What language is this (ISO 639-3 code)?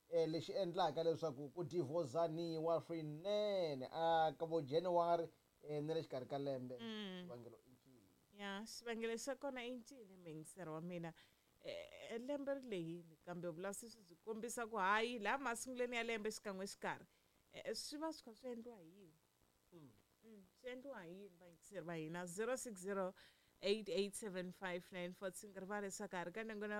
tso